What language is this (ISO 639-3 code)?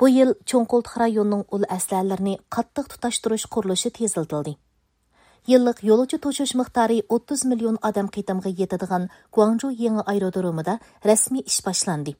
uig